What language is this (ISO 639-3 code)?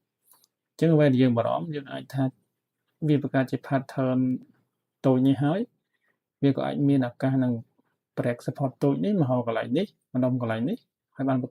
khm